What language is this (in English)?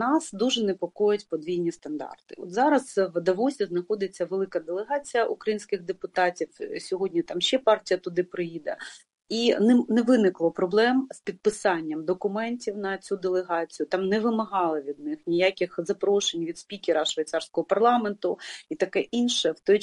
Ukrainian